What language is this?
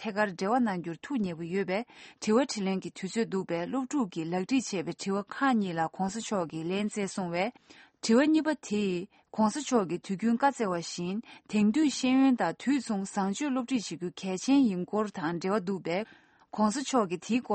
Tibetan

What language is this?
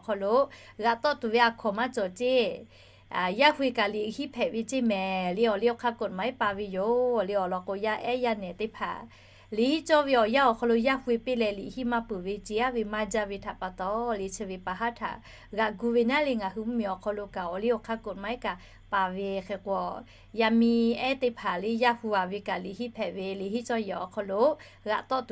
Lahu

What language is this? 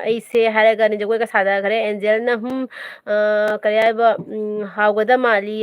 Manipuri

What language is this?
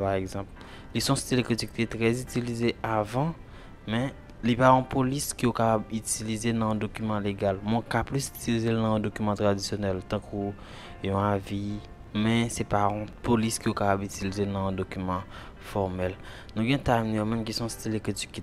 Haitian Creole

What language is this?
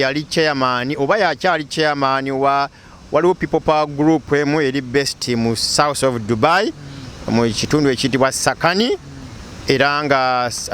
Ganda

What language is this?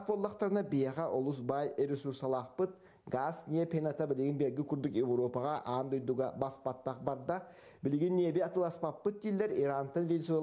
Yakut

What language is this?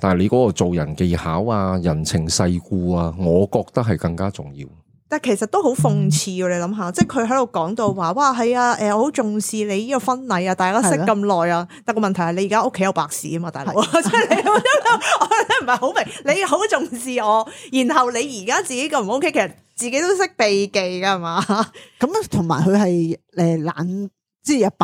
Cantonese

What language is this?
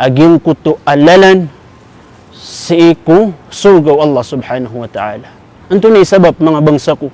Maranao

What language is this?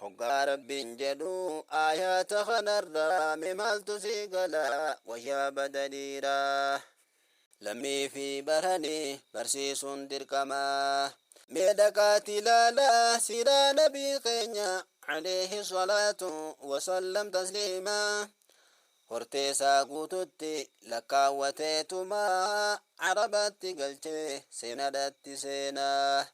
Oromo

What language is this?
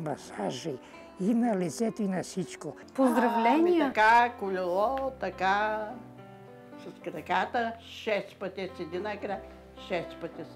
Bulgarian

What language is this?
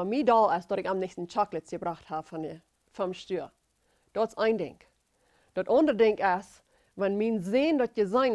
Plautdietsch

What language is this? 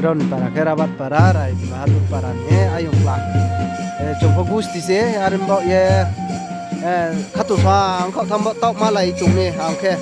Riang (India)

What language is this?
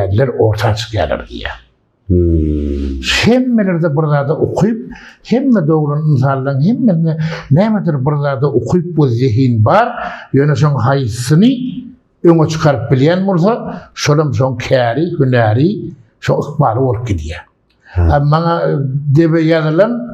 Turkmen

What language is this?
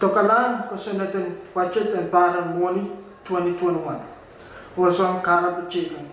Pohnpeian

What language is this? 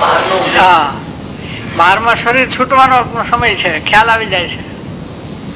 Gujarati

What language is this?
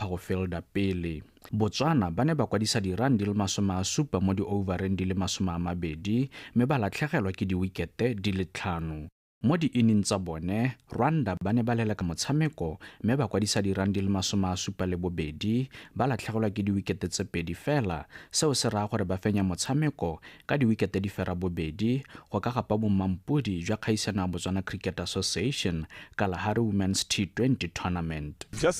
Tswana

